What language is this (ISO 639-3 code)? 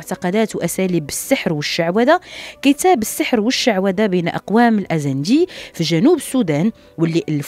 ary